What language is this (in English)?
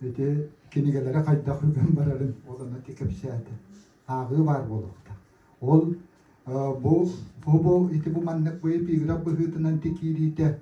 Yakut